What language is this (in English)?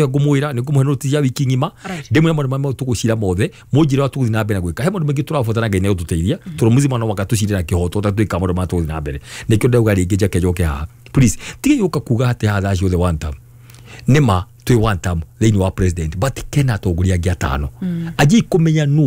Kikuyu